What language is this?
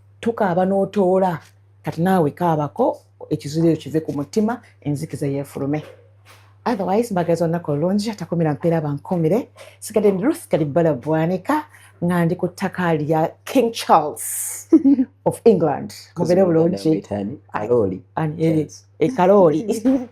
Ganda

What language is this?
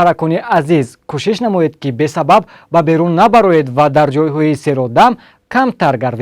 Tajik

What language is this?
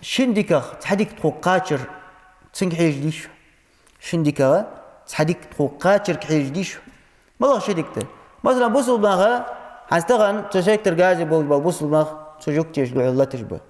Ingush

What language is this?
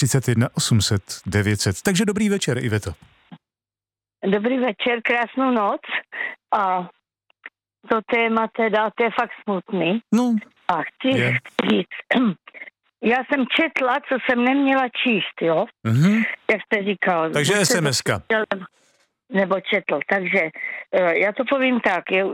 Czech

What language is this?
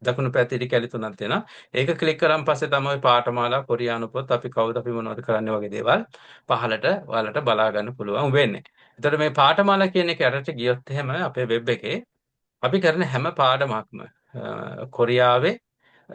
Sinhala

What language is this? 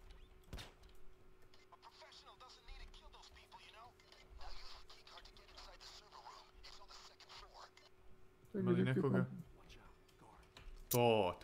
Croatian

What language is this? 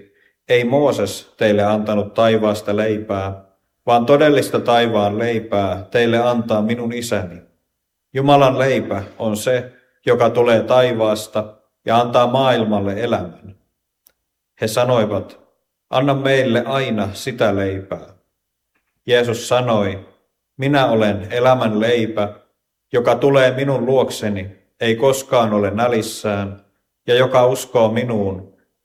Finnish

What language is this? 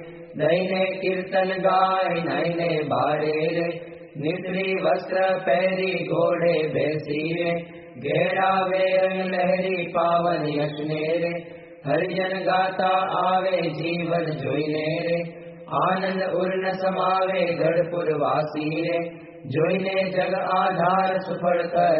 Gujarati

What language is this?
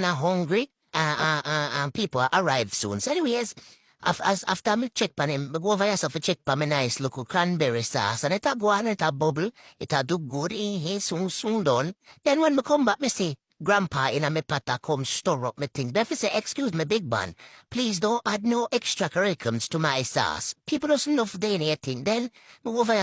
Jamaican Creole English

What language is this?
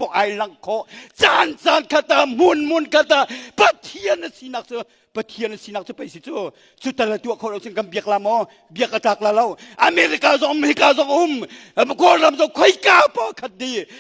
Hakha Chin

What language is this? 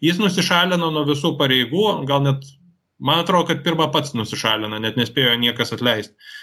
Lithuanian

